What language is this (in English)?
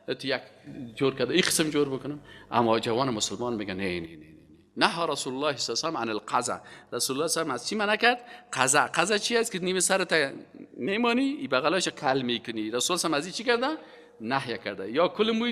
Persian